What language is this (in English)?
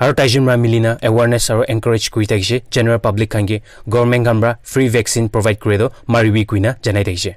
Naga Pidgin